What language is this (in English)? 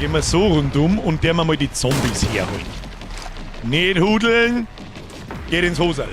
Bavarian